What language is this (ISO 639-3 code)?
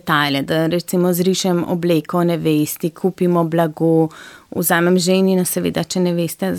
slv